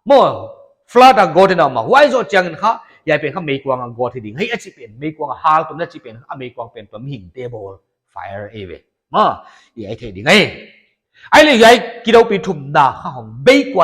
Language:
Paite Chin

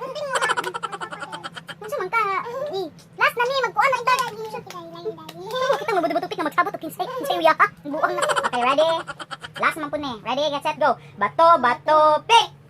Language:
Cebuano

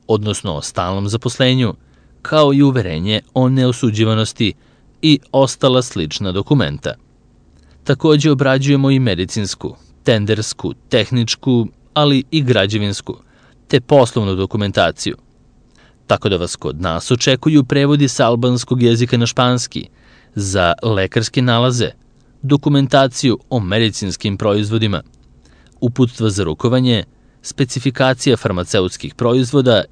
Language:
Serbian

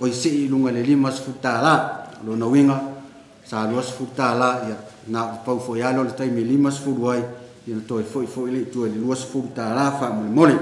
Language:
Samoan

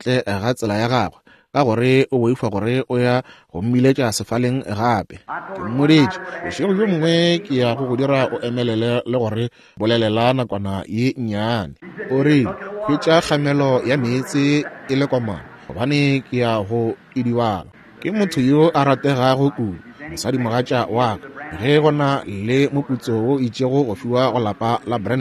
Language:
Northern Sotho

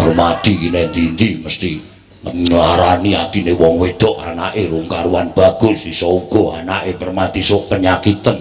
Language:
Javanese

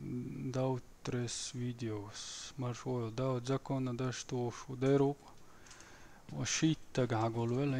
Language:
Chechen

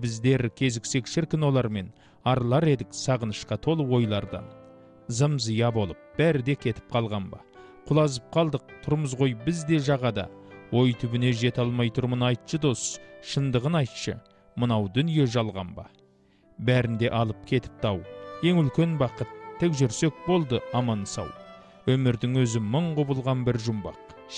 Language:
Kazakh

